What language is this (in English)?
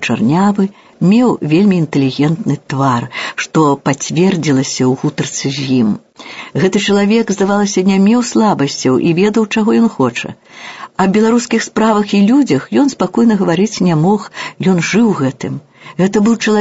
Belarusian